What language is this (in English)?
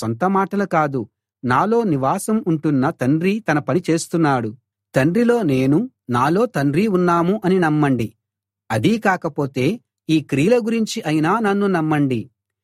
Telugu